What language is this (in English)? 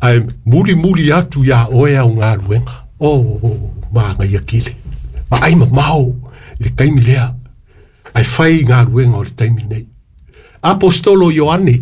Samoan